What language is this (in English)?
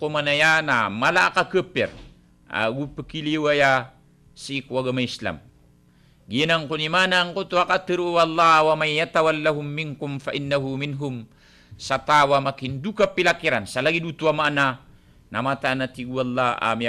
Maranao